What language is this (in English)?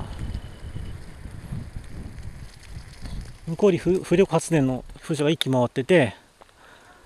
Japanese